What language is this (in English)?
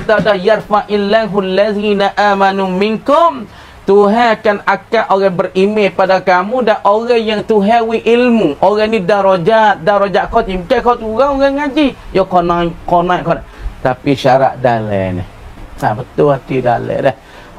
Pattani Malay